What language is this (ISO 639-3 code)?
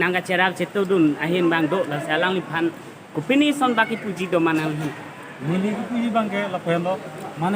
mjw